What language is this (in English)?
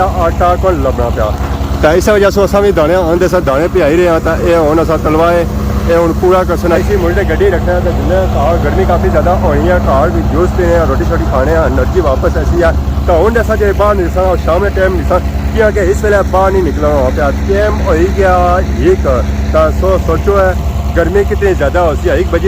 Pahari-Potwari